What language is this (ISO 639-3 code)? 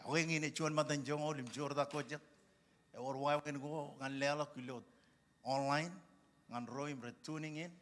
mah